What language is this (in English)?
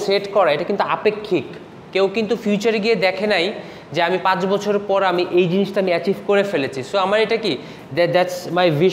Bangla